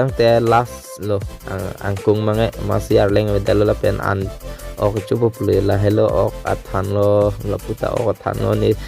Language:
Karbi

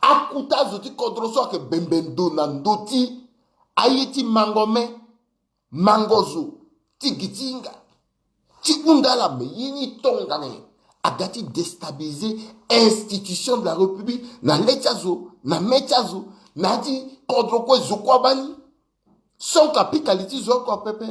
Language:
Sango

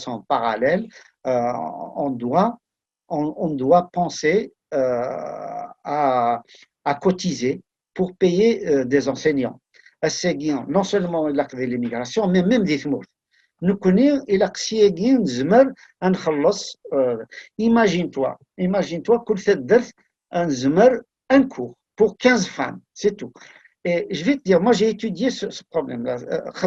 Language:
Kabyle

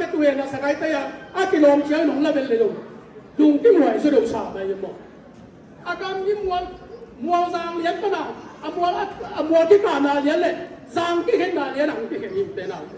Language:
Tedim Chin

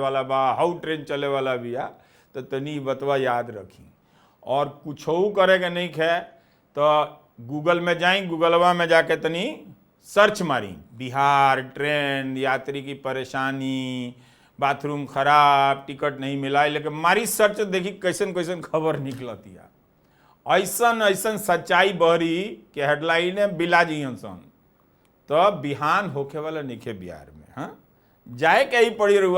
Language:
Bhojpuri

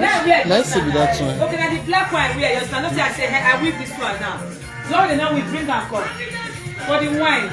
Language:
Nigerian Pidgin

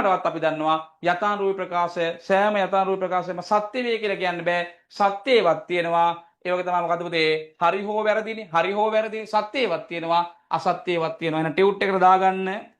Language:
Sinhala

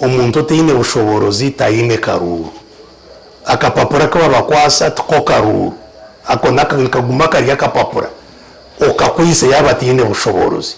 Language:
Nyankole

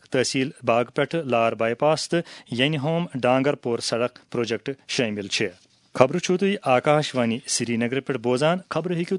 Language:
Kashmiri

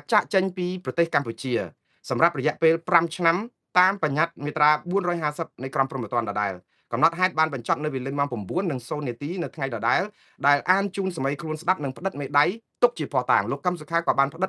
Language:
Khmer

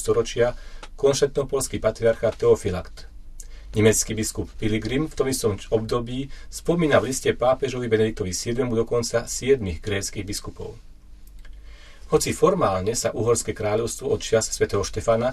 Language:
Slovak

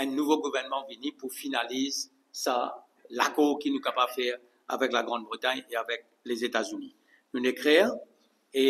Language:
Morisyen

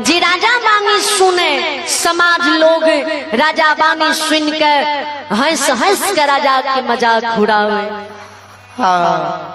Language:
Maithili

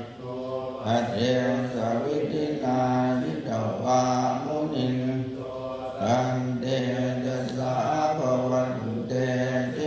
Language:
Pali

